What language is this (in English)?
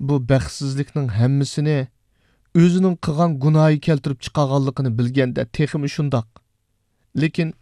Uyghur